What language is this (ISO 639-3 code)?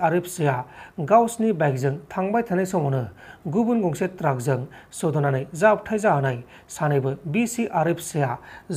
brx